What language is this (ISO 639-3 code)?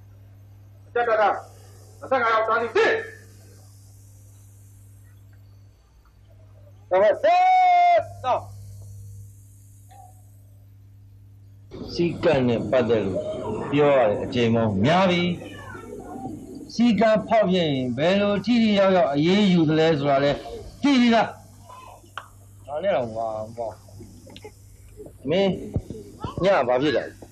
mya